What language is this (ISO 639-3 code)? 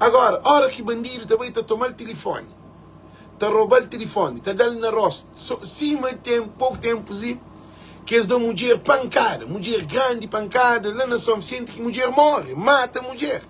kea